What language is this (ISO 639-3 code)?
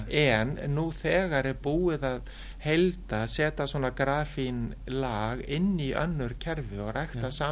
isl